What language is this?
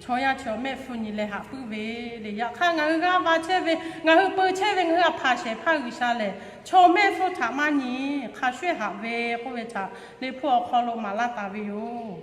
Lahu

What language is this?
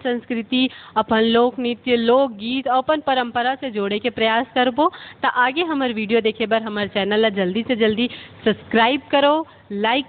Chhattisgarhi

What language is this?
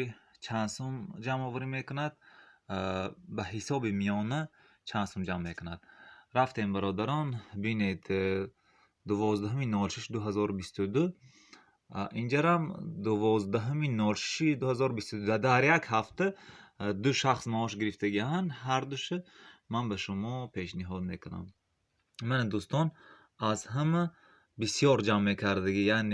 Tajik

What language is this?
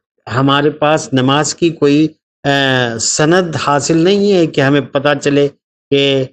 Urdu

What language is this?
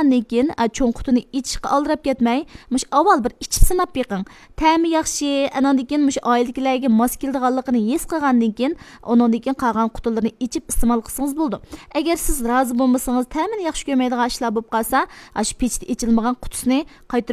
Uyghur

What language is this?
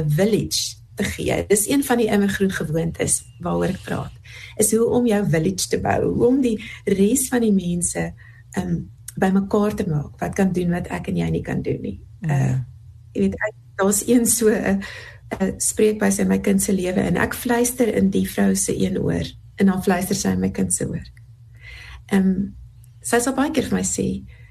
Afrikaans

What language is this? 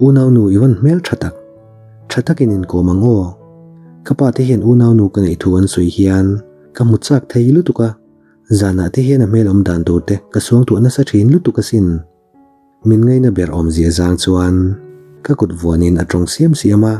Mizo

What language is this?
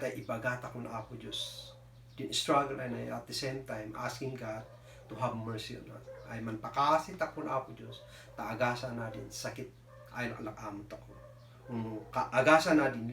Kankanaey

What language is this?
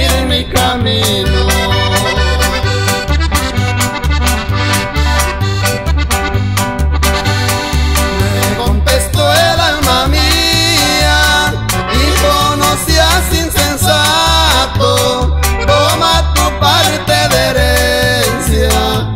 Spanish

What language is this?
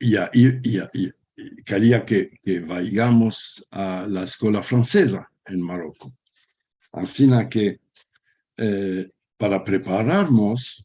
Ladino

